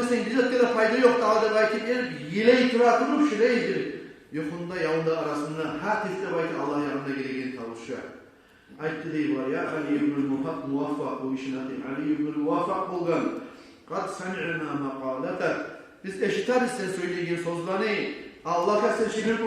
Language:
Kumyk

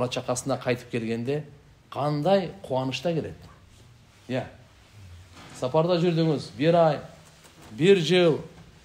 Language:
Kyrgyz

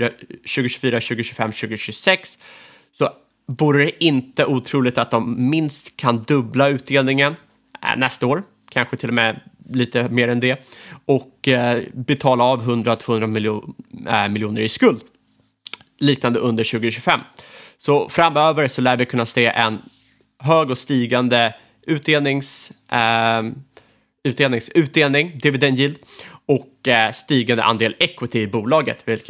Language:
Swedish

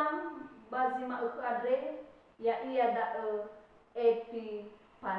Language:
Nias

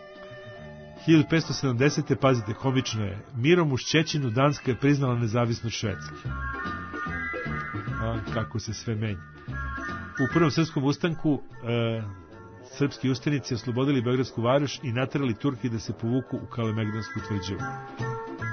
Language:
Serbian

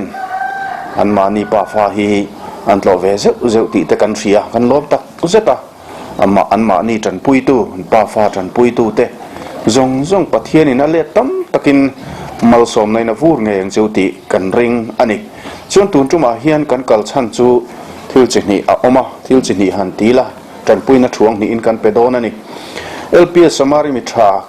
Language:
Mizo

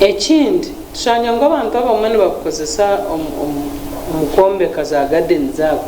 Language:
Nyankole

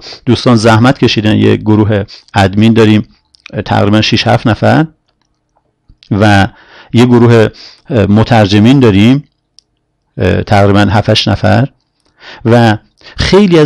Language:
Persian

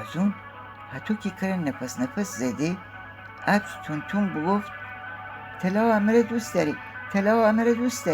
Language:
Gilaki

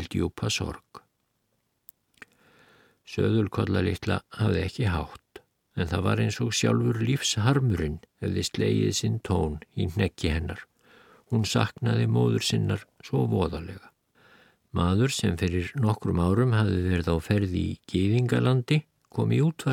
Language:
Icelandic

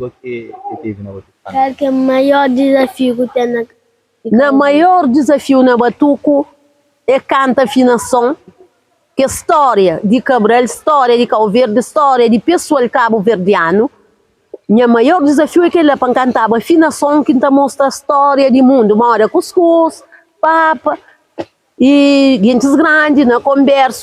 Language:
Kabuverdianu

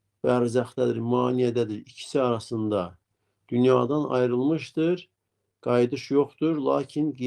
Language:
Azerbaijani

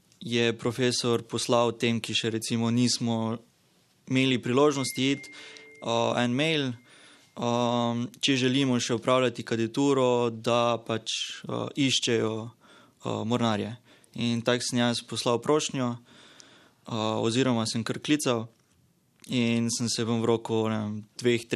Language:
Slovenian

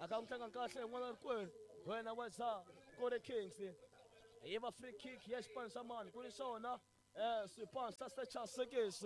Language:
Tsonga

